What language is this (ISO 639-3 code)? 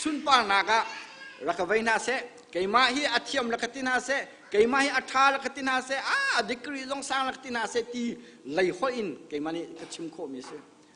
cnh